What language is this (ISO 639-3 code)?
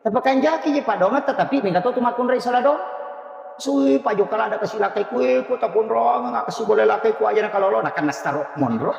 bug